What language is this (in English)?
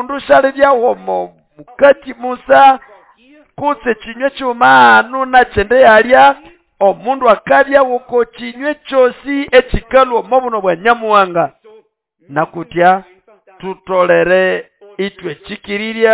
Nande